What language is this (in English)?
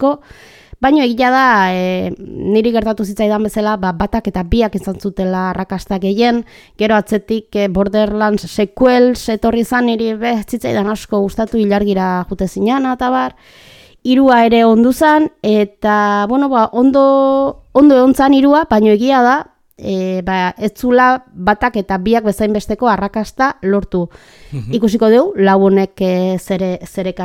Basque